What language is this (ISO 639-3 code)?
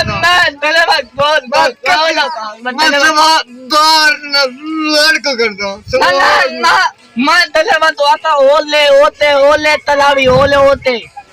skr